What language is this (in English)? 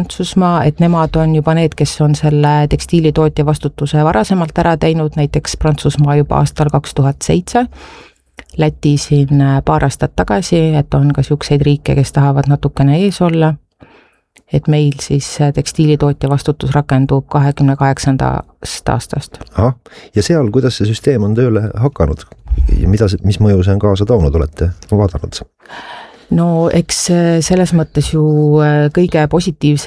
Estonian